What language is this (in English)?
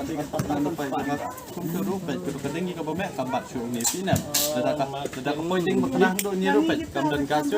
Khasi